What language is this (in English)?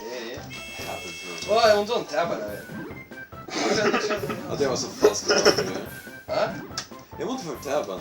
Faroese